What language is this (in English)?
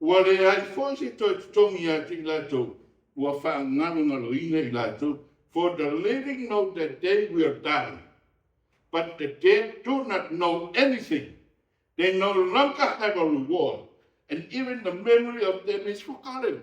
Samoan